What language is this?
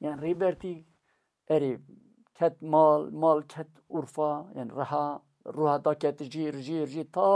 Kurdish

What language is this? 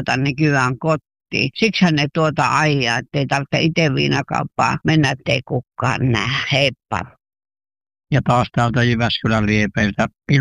Finnish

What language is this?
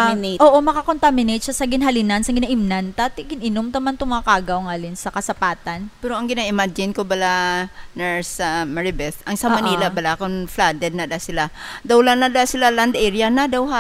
Hiligaynon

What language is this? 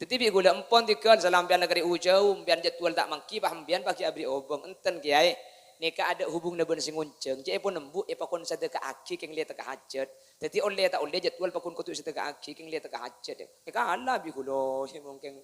Madurese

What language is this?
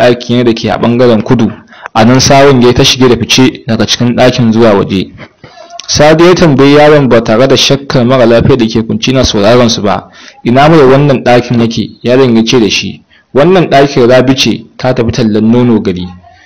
Hausa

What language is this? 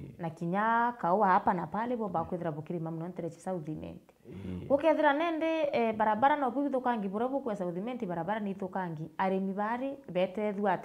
Meru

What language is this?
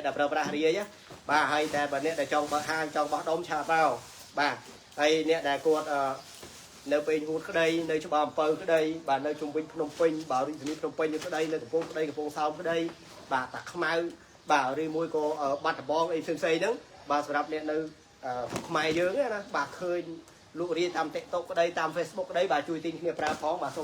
Khmer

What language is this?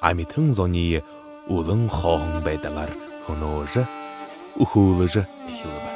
Buriat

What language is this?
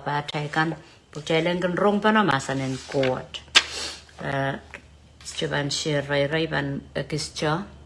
Pohnpeian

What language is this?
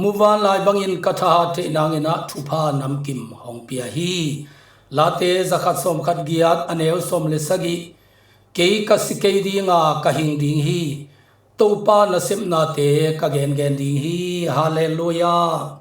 Tedim Chin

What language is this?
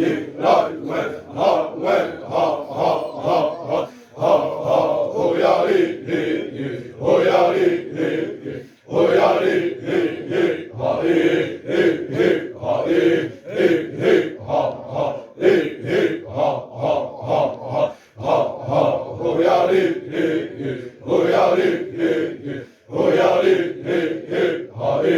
Xavánte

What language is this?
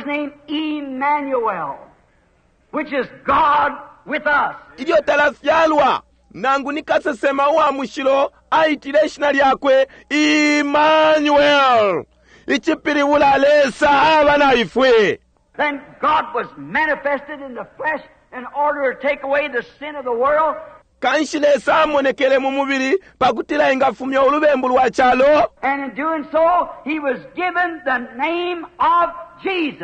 Bemba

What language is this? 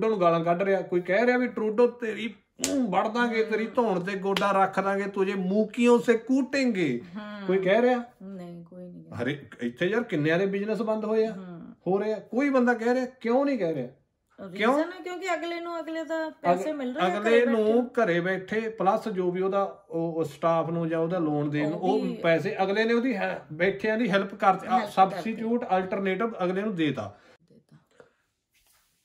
Punjabi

